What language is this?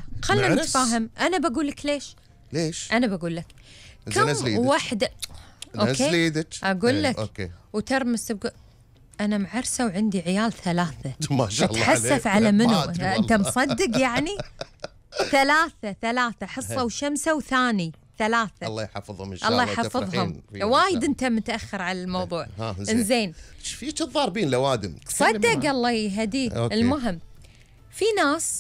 Gulf Arabic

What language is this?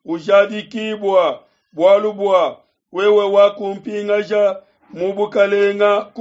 Luba-Lulua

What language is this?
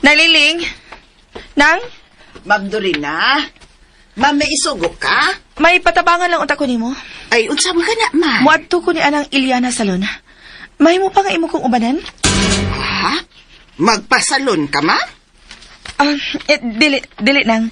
Cebuano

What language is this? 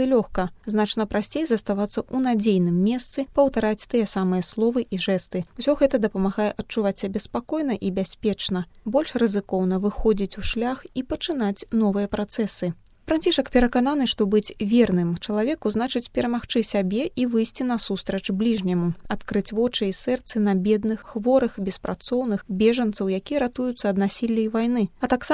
Belarusian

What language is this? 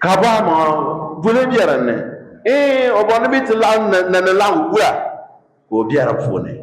Dagbani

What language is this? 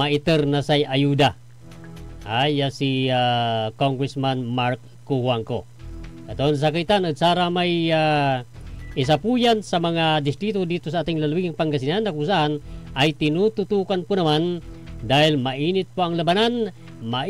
Pangasinan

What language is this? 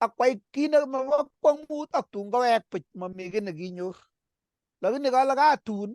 Kalenjin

